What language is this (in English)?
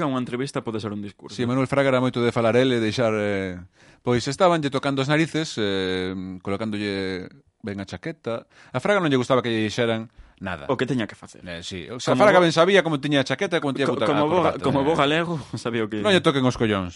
Galician